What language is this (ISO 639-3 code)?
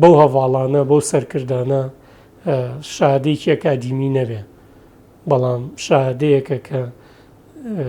ckb